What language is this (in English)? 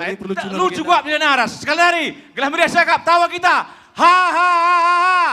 Batak Karo